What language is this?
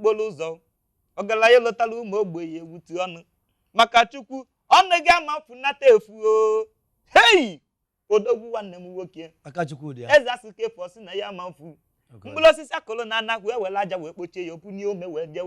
Igbo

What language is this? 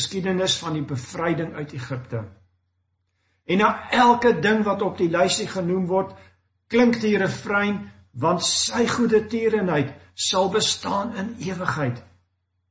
Afrikaans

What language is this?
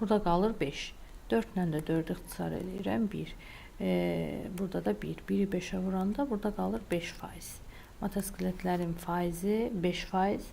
Azerbaijani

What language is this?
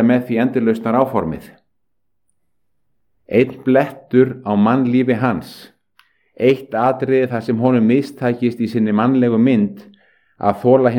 Icelandic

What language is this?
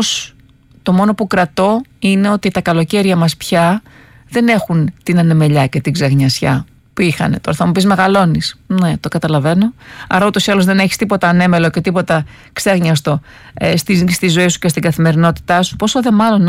Greek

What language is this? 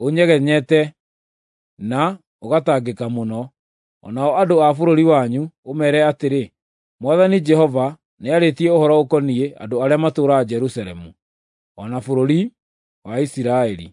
Kikuyu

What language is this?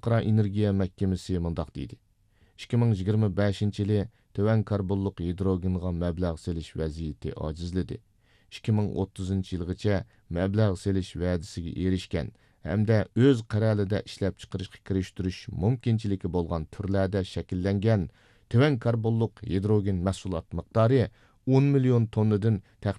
Uyghur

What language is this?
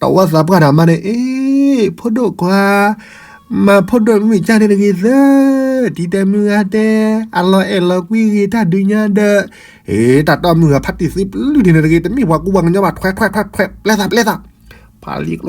S'gaw Karen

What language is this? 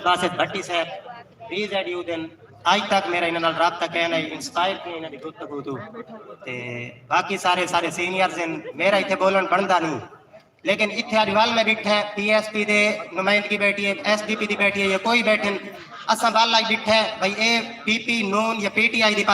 Saraiki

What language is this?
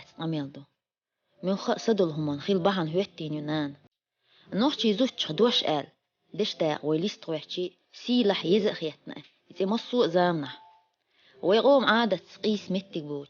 Chechen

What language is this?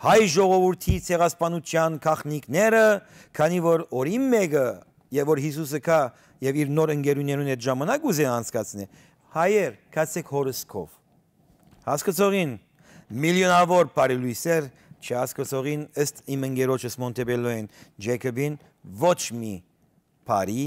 Western Armenian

